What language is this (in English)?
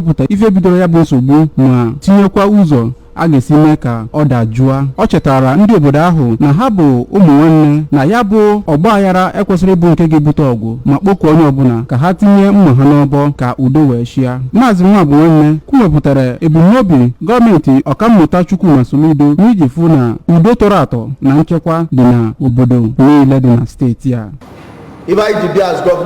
Igbo